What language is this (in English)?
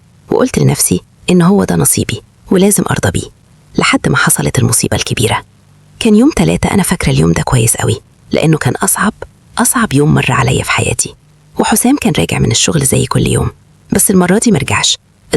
Egyptian Arabic